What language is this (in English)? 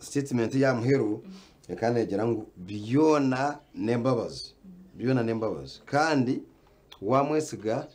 Nyankole